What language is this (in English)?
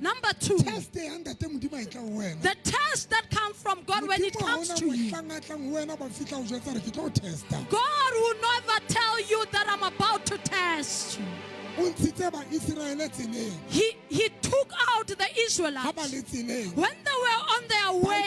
Southern Sotho